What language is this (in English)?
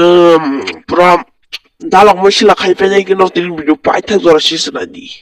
Kok Borok